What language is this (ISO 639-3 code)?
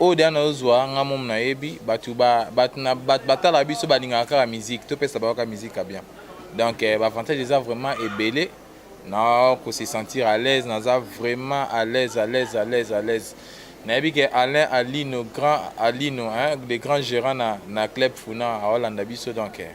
lin